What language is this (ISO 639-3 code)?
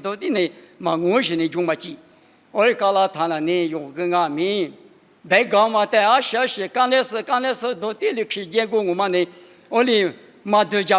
lis